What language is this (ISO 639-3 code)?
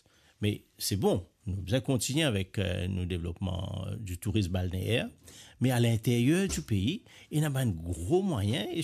mfe